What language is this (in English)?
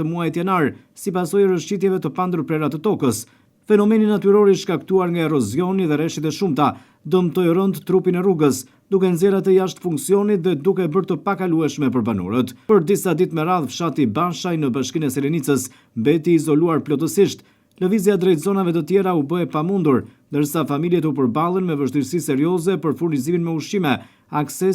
Albanian